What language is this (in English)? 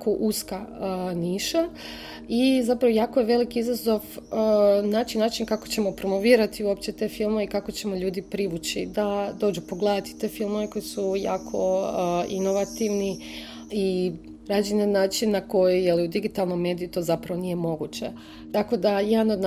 Croatian